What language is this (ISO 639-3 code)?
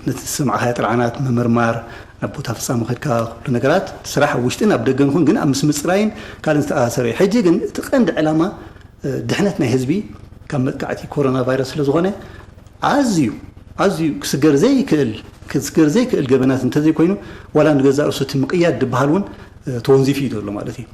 tir